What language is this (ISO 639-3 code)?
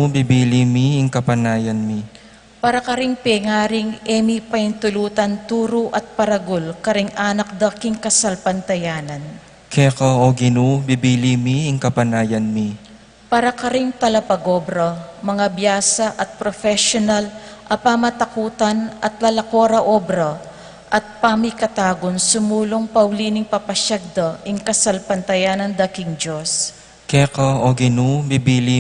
pam